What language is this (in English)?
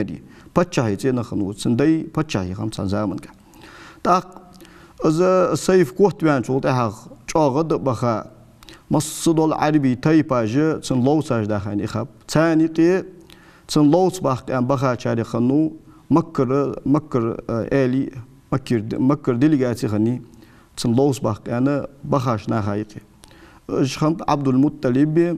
Ingush